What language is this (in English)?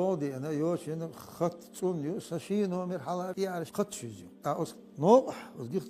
Chechen